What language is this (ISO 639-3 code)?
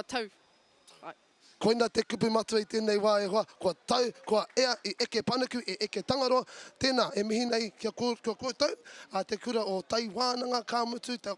mri